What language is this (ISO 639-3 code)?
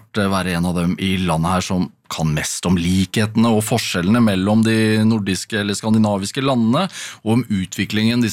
nor